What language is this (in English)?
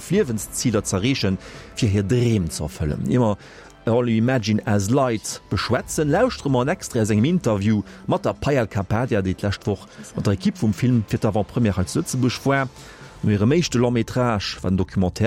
Luxembourgish